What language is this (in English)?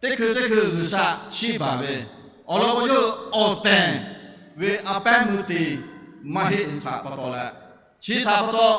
Lahu